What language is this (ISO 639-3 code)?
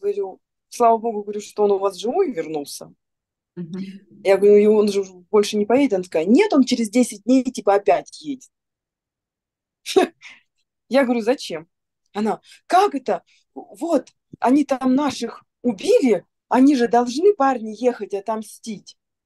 rus